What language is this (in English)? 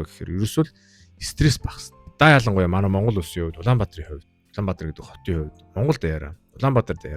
Mongolian